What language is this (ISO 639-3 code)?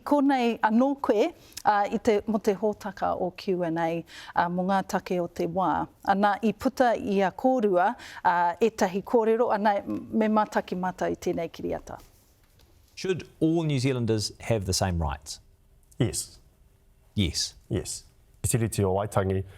mri